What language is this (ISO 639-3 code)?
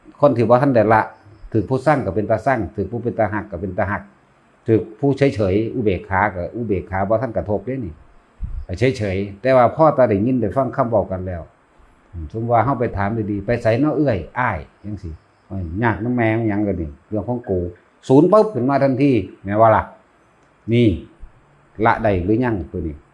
tts